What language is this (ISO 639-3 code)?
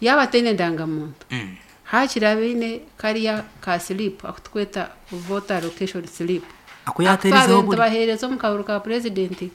nyn